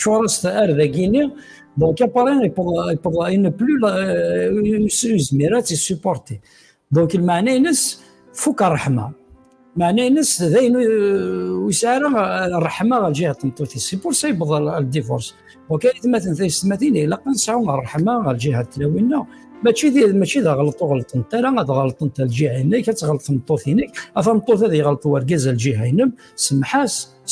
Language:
Kabyle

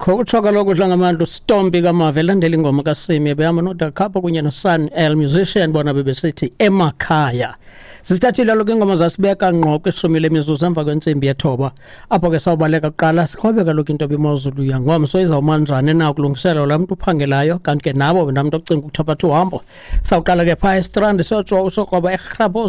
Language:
Xhosa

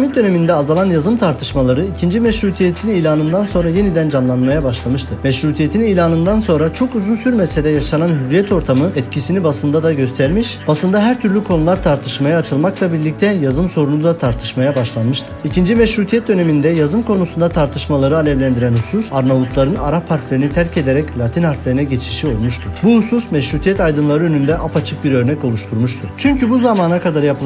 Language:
Turkish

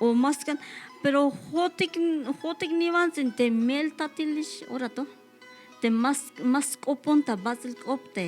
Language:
Tzeltal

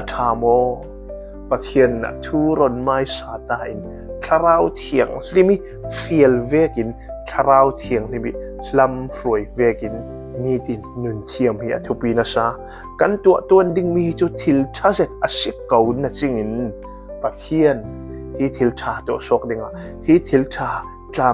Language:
Hakha Chin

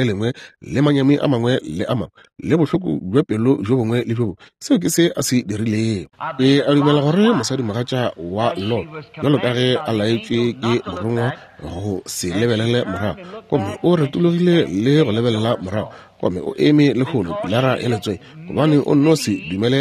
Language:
Northern Sotho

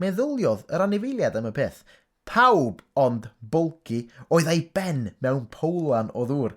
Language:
Welsh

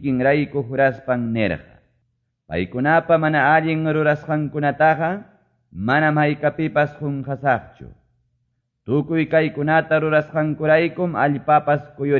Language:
Quechua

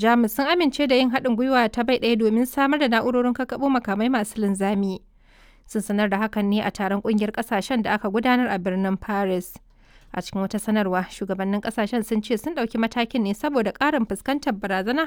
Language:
Hausa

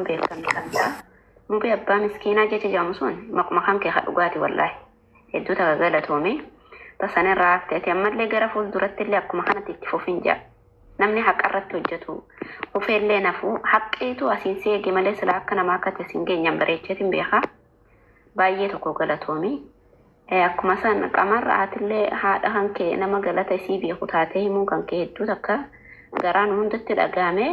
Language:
Oromo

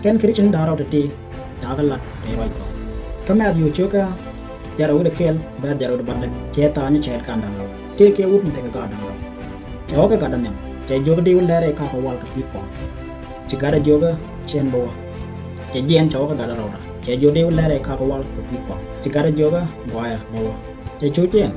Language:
Nuer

